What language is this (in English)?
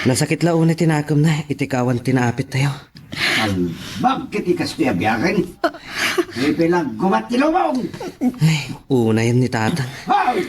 Iloko